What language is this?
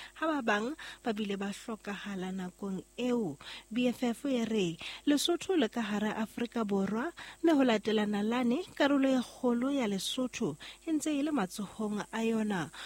Southern Sotho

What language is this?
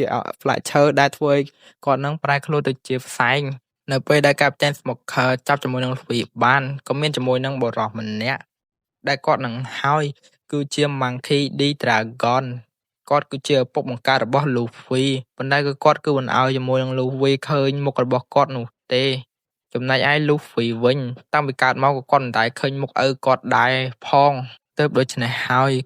Khmer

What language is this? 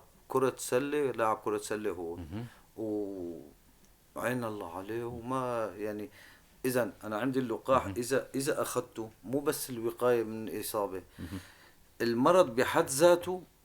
North Levantine Arabic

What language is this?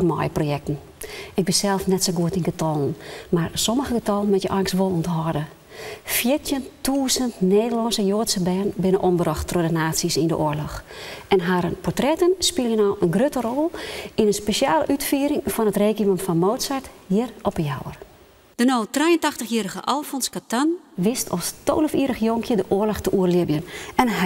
Western Frisian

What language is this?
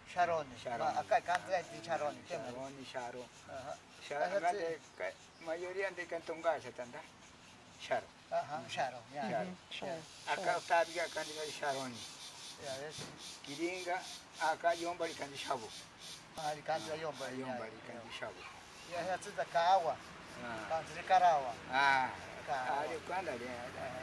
Ashéninka Perené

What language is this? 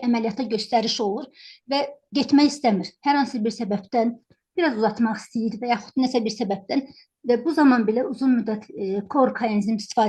Azerbaijani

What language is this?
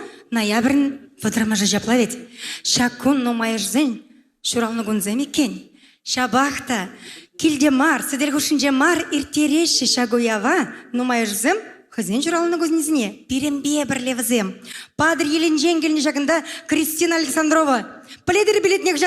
Chuvash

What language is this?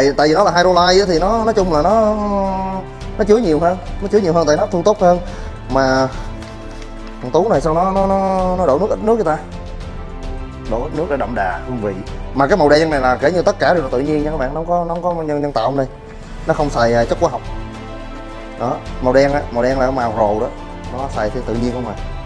Vietnamese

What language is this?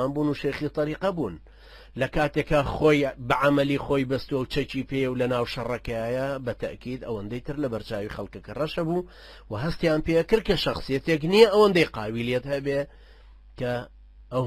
Central Kurdish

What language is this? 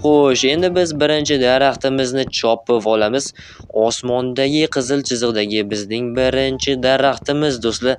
Uzbek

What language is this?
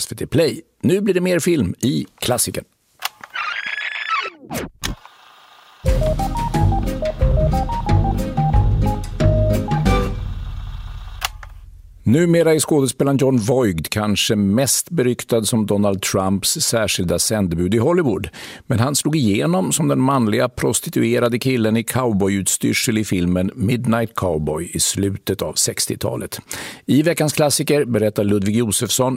Swedish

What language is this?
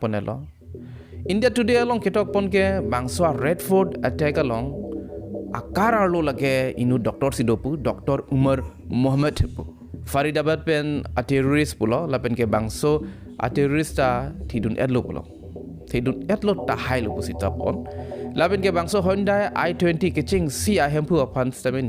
Karbi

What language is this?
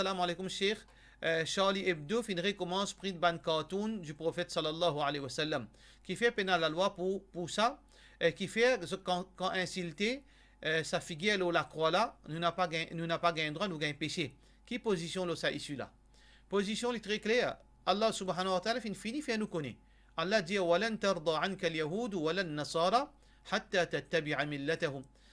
Morisyen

